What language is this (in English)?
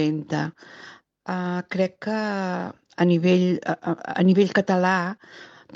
Catalan